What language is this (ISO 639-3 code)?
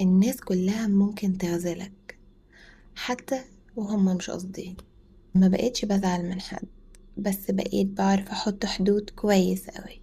arz